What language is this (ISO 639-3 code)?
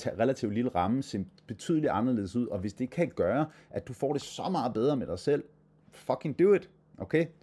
dan